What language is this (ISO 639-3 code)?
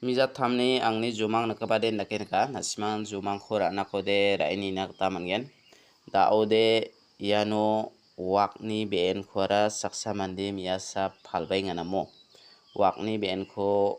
grt